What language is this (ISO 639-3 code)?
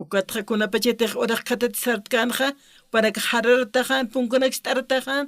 aym